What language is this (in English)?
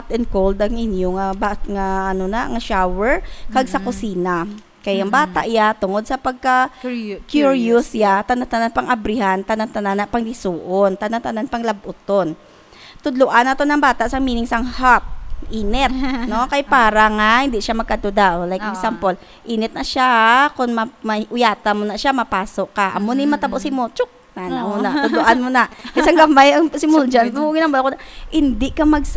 Hiligaynon